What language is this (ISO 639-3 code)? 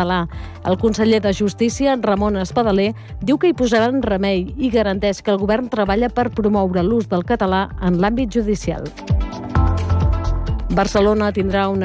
cat